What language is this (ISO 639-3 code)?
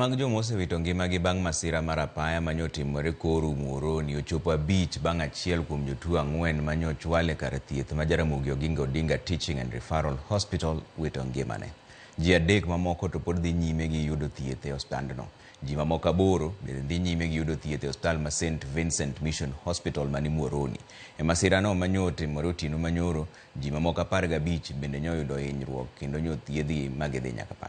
luo